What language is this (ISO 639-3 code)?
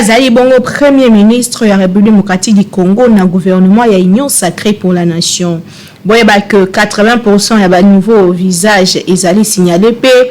lin